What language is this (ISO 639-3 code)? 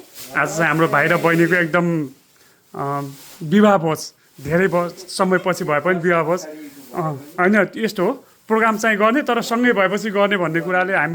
nep